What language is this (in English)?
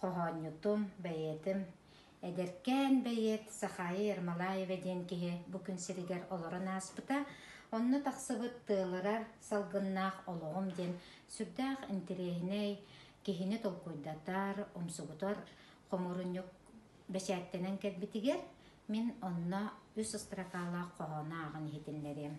Yakut